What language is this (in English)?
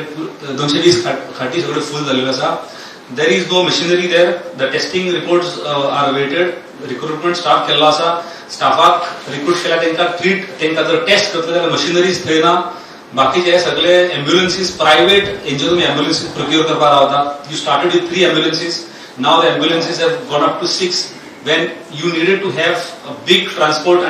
Konkani